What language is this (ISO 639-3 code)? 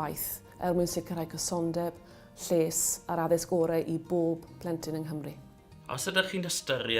cym